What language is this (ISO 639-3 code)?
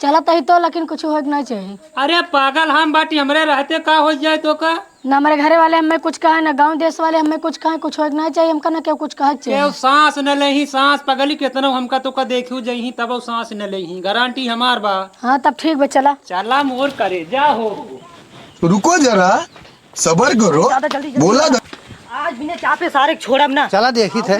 awa